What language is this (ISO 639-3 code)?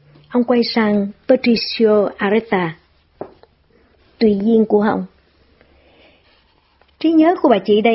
vie